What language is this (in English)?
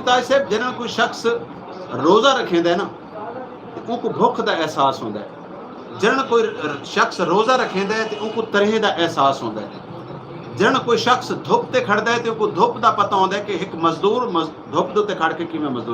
Saraiki